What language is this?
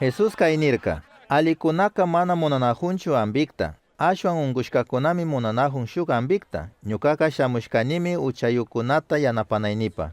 Chimborazo Highland Quichua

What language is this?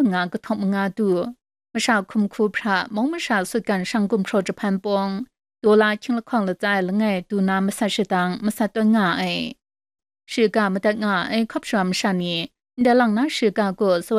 Kachin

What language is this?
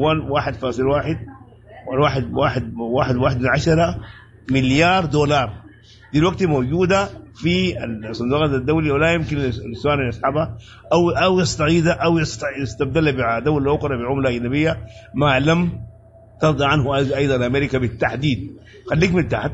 Sudanese Arabic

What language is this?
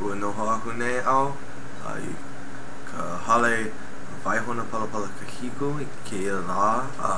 Hawaiian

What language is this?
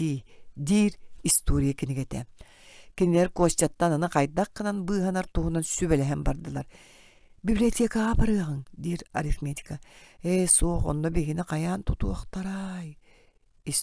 Yakut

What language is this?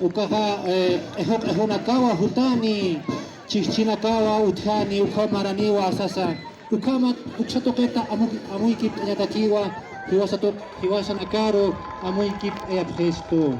Aymara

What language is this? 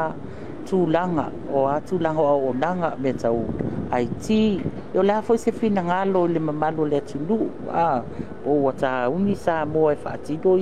Samoan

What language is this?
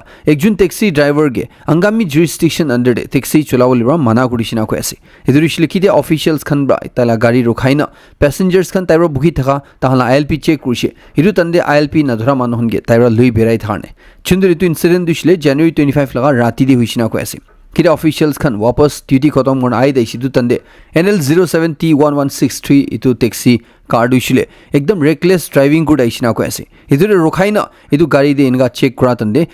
Naga Pidgin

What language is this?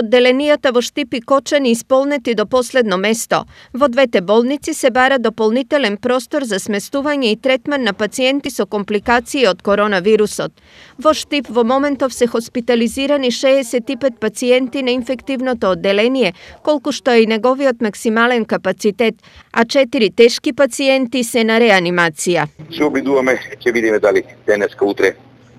Macedonian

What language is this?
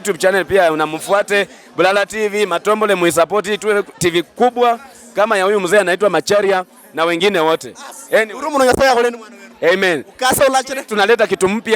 Luyia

